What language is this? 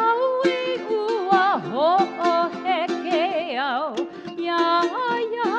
Hawaiian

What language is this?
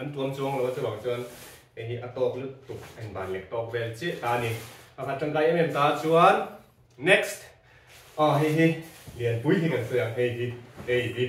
Mizo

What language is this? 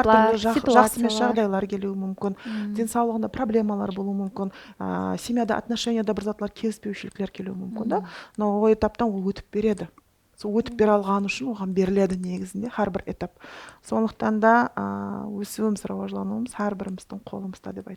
Kara-Kalpak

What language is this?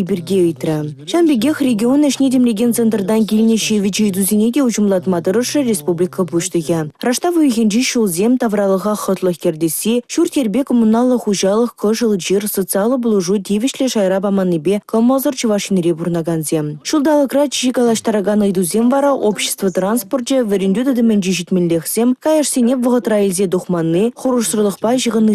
Chuvash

